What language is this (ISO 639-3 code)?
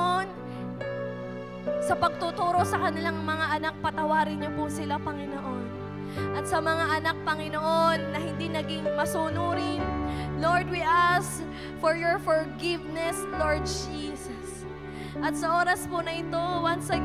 fil